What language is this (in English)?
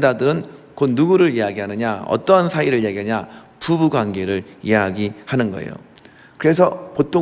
Korean